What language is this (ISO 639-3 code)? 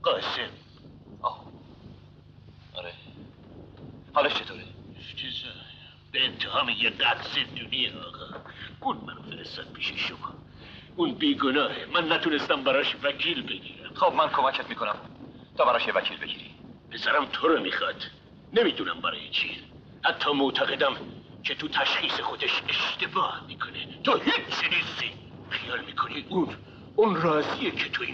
fas